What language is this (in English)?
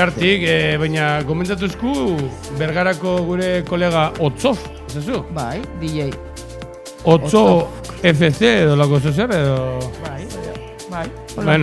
Basque